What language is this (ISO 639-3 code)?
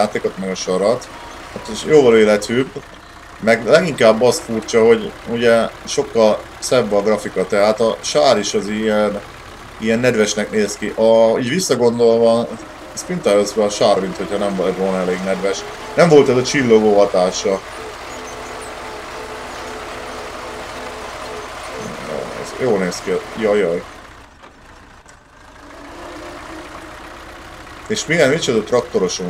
hun